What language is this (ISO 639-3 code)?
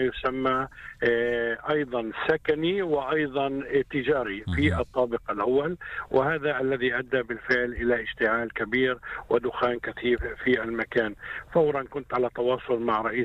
apc